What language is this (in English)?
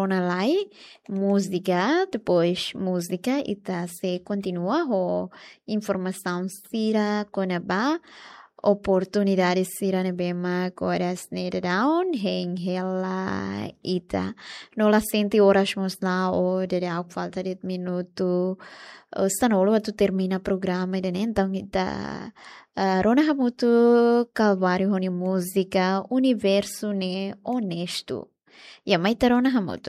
Tetum